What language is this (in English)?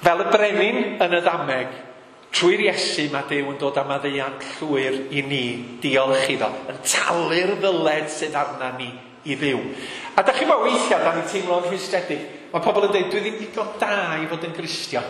Welsh